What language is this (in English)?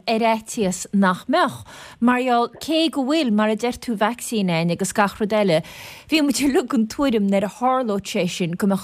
Irish